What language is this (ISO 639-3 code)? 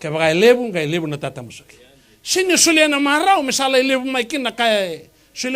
fij